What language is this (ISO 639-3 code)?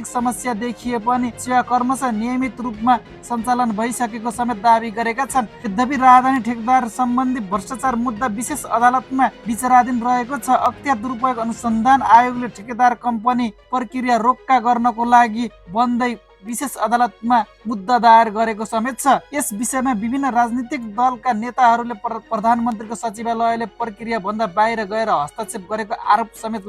nep